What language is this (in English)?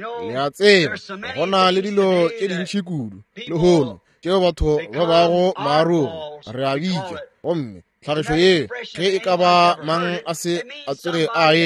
Northern Sotho